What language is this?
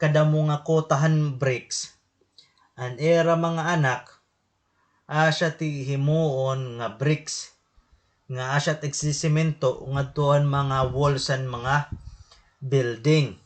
Waray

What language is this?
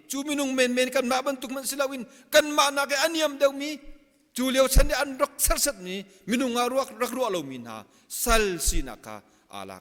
Hakha Chin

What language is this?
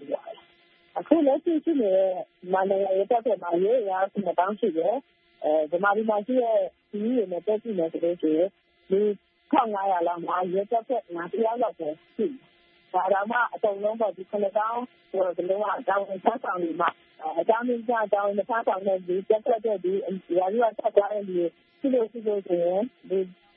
Burmese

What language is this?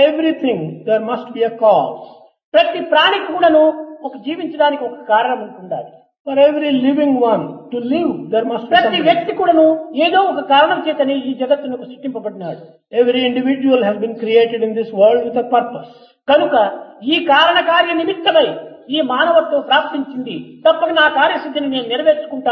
Telugu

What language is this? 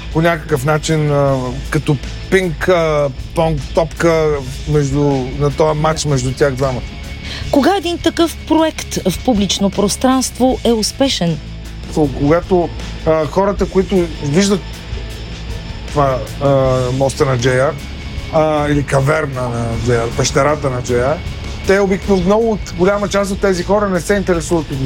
Bulgarian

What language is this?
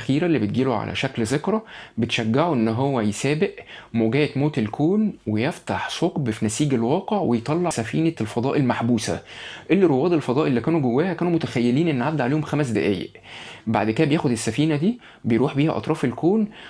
Egyptian Arabic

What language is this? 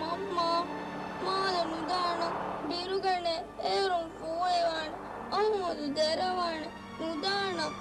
Divehi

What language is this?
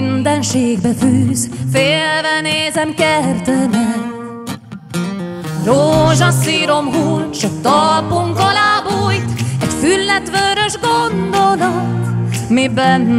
Hungarian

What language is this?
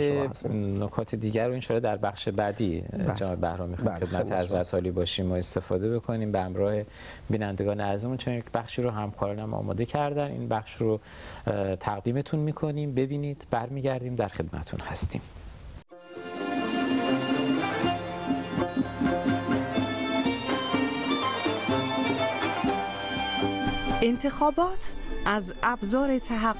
Persian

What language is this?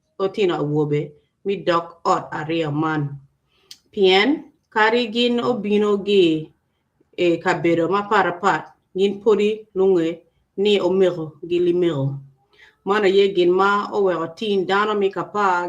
Acoli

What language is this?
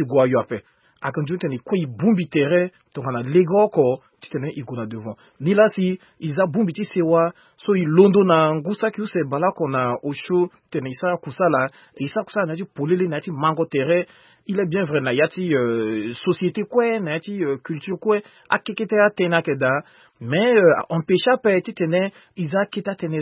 Sango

